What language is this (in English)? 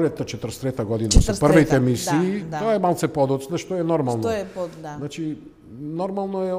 Macedonian